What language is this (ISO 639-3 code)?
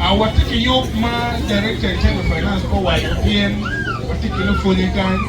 ach